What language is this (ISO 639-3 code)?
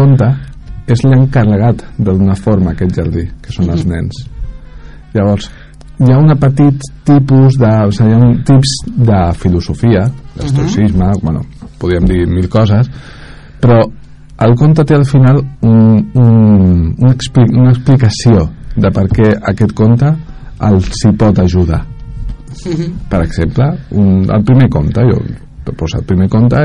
cat